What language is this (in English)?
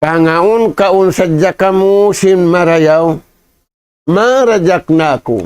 Tausug